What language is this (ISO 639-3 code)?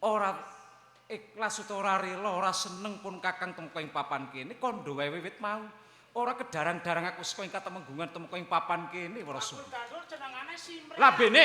jav